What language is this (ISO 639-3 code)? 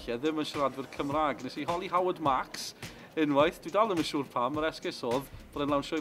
cym